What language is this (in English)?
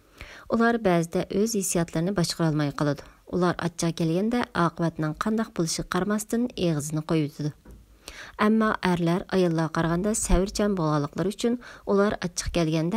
Uyghur